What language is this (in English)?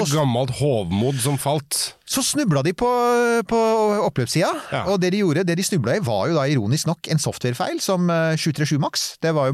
Norwegian